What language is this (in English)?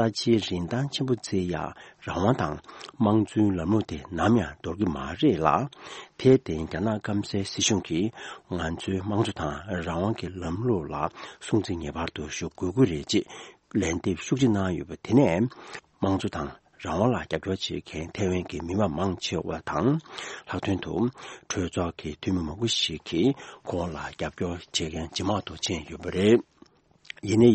Tibetan